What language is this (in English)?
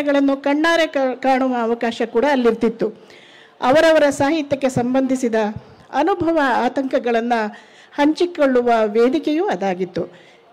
Kannada